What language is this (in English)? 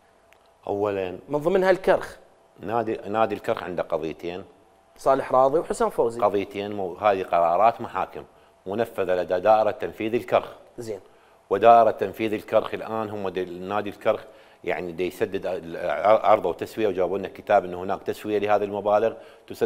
Mesopotamian Arabic